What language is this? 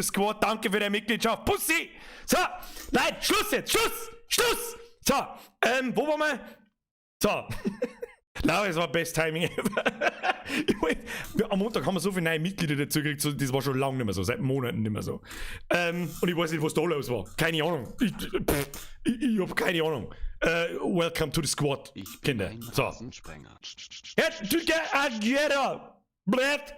Bavarian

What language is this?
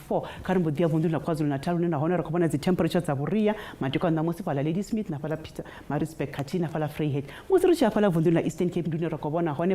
Venda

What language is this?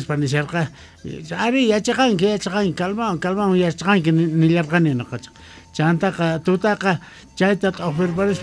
South Bolivian Quechua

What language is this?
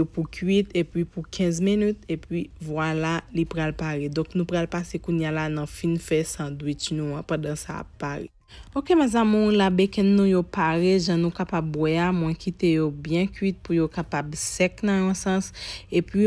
Haitian Creole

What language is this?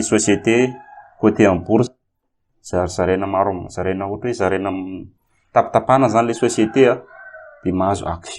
Malagasy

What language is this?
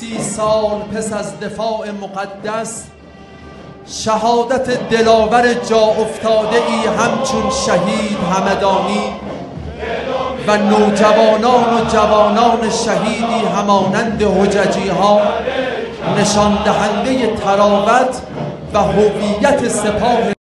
Persian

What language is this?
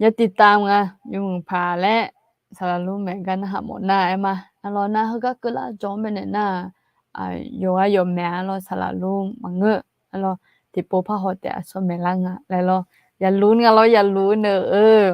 Akha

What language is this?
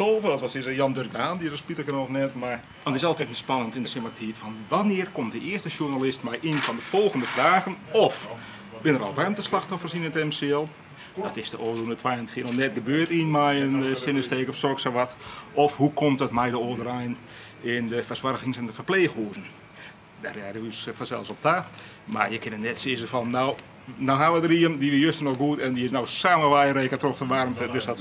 Western Frisian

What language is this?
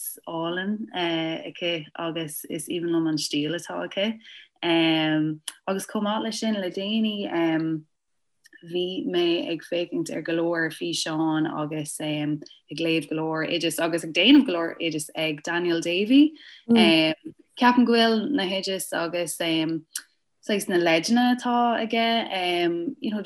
Irish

